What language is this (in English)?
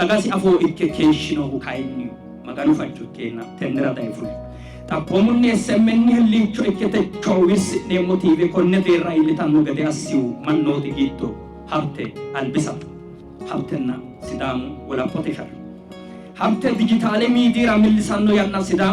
Sidamo